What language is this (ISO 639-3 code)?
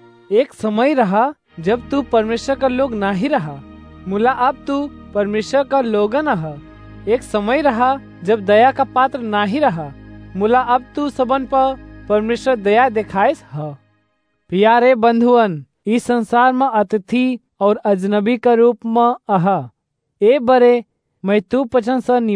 awa